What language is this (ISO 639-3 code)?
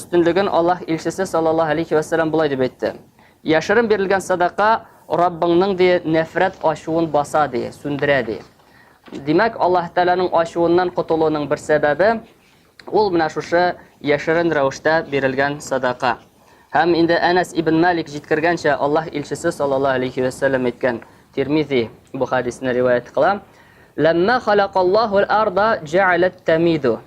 tat